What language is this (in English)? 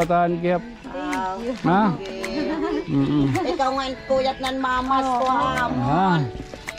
Waray